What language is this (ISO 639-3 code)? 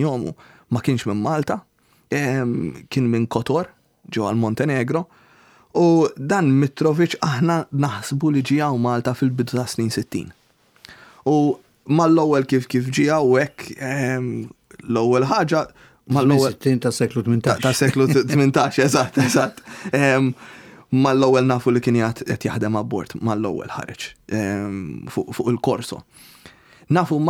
mlt